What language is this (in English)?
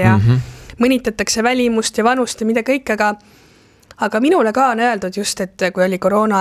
Estonian